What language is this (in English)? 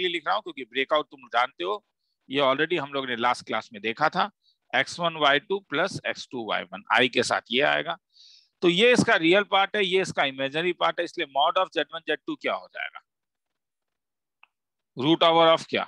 Hindi